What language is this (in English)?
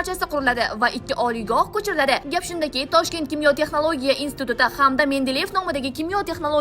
Uzbek